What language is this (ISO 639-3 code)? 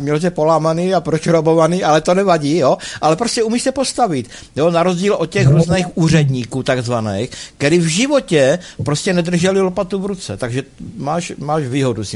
ces